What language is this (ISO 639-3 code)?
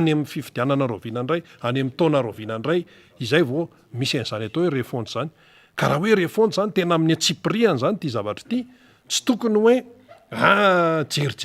mlg